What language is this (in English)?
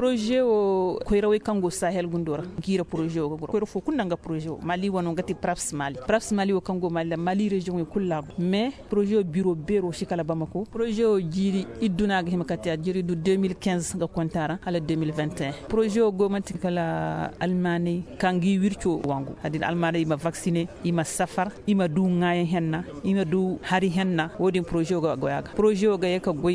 Koyraboro Senni